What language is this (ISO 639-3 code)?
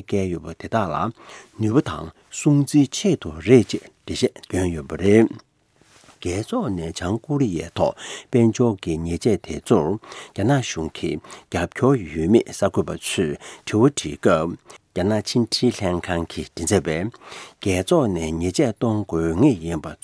bod